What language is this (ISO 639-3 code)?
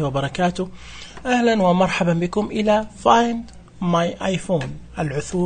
ars